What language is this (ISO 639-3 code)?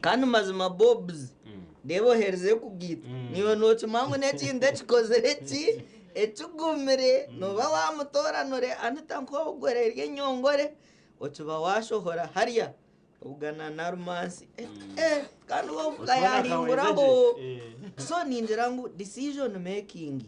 nyn